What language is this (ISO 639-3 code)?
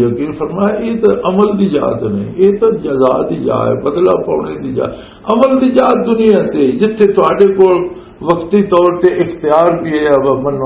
lah